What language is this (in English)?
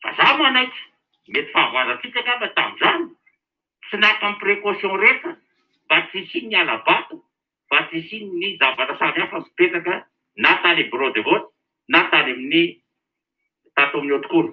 Malagasy